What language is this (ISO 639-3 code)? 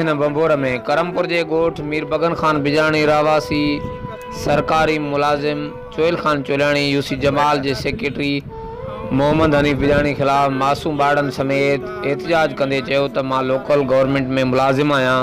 snd